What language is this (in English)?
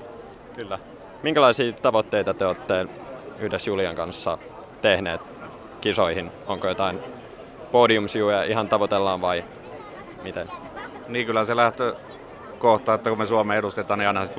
Finnish